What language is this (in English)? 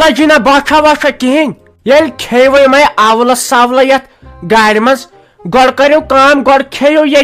Kashmiri